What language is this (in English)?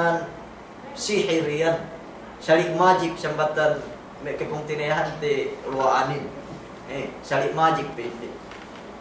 Yakan